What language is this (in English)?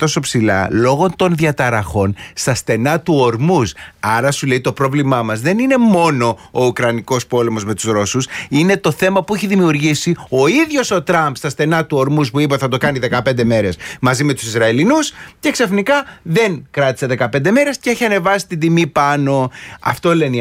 Greek